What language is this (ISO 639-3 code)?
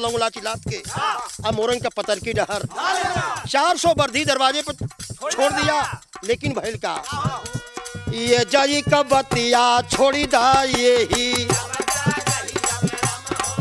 bho